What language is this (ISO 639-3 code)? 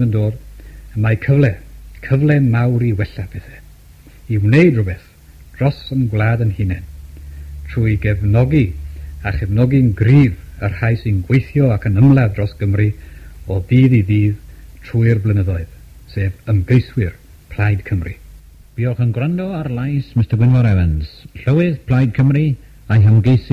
cym